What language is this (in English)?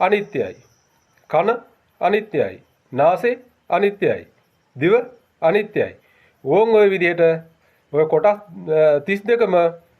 Sinhala